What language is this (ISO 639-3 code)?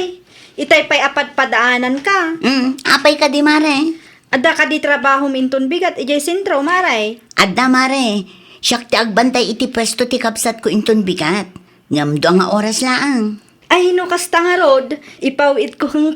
ilo